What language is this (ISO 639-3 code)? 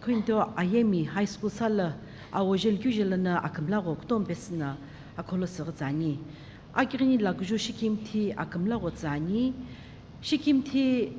nsm